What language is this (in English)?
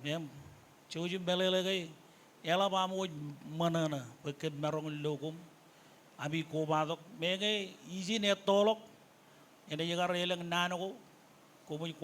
Marshallese